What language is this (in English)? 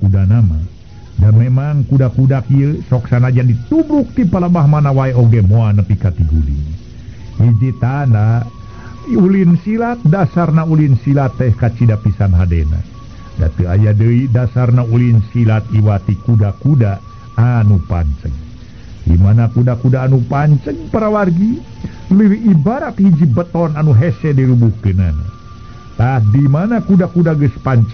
Sundanese